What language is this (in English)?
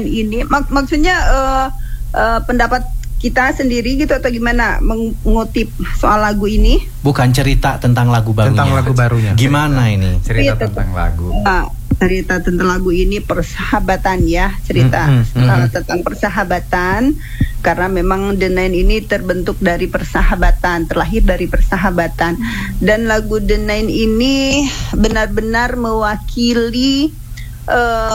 Indonesian